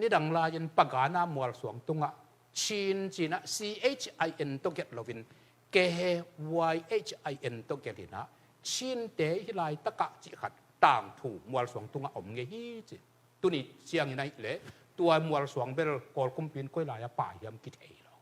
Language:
Tedim Chin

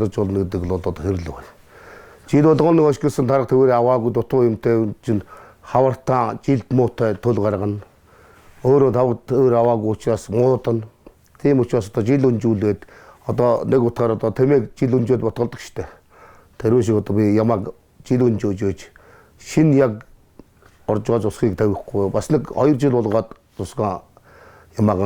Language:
Mongolian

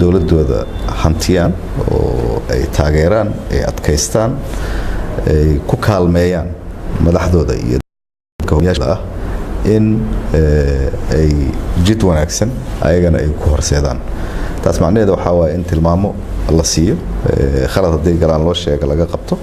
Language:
Somali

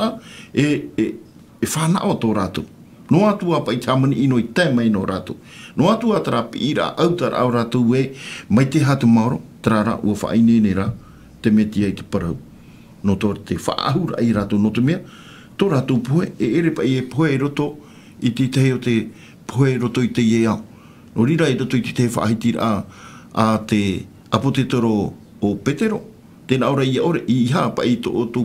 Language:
Tahitian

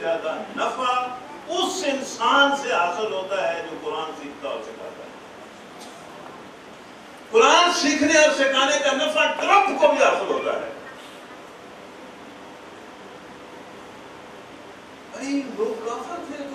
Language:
Urdu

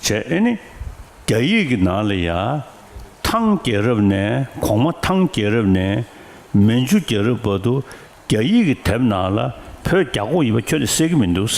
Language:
Tibetan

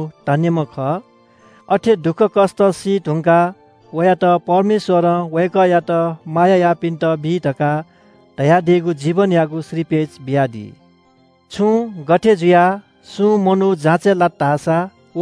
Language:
Newari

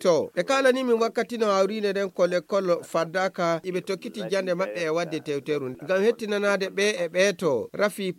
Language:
Fula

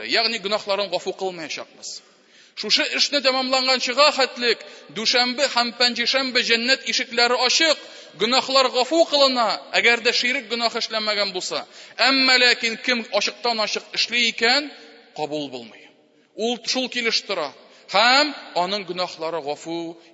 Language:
Tatar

